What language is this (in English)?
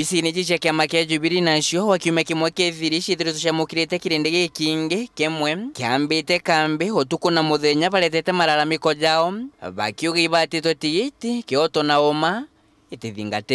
Meru